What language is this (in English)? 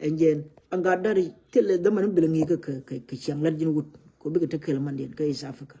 Nuer